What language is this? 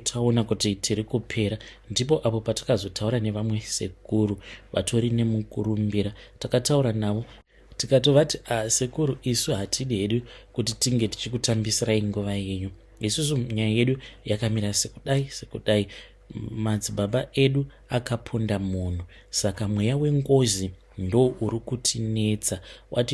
Shona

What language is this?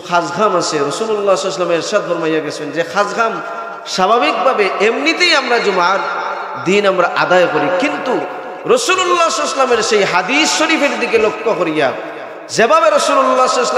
Sylheti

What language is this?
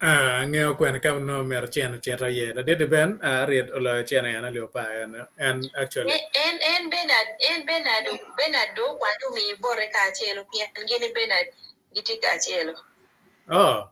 Acoli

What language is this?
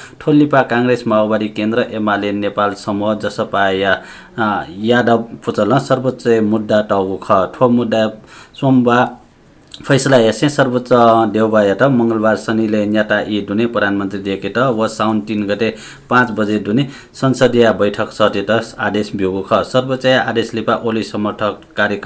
Newari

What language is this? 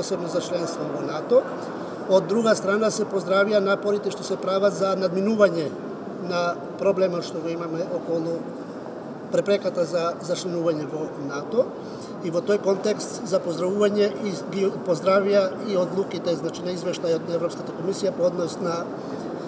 Macedonian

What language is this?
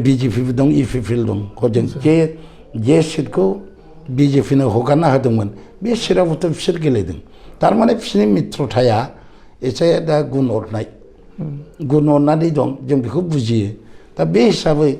Bodo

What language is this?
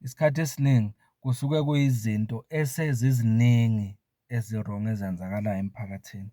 Zulu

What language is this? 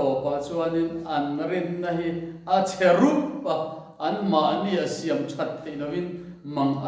Mizo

